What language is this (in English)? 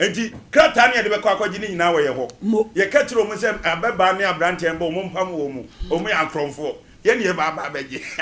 Akan